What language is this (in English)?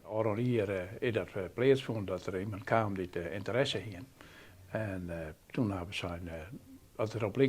Western Frisian